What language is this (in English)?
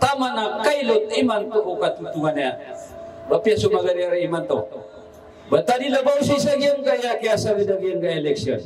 Maranao